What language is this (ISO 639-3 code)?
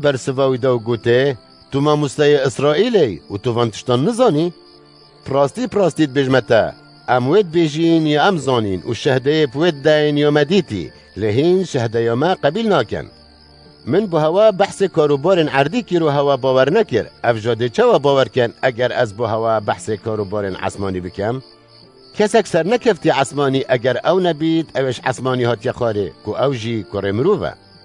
kur